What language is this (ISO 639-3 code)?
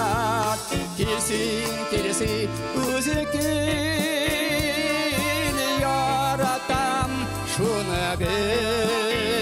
tat